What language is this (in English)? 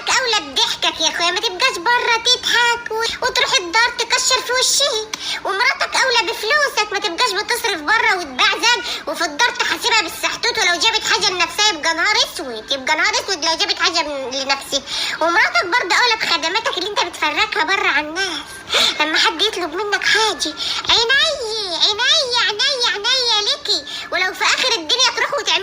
Egyptian Arabic